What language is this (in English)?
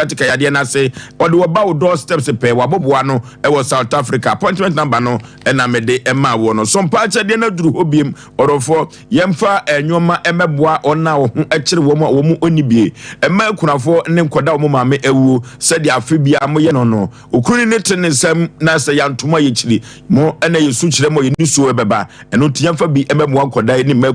Akan